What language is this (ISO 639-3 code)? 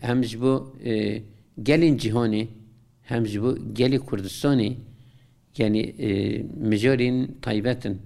kur